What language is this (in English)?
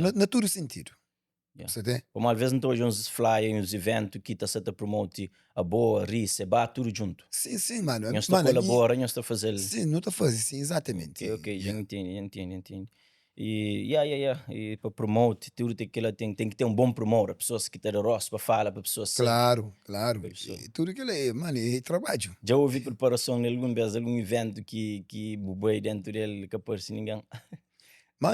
Kabuverdianu